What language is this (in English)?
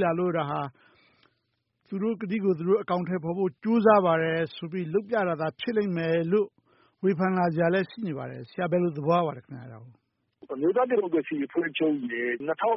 Burmese